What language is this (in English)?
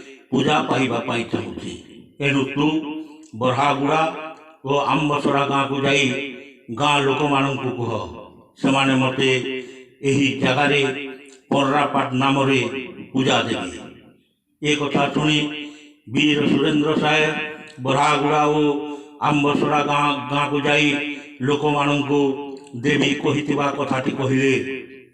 Odia